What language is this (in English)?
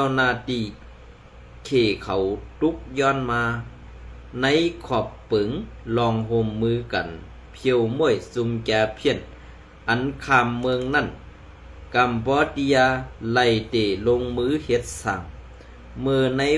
Shan